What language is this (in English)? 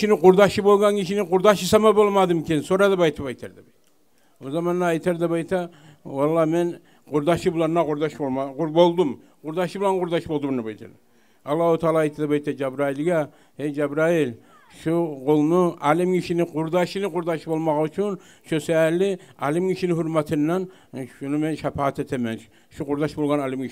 Kumyk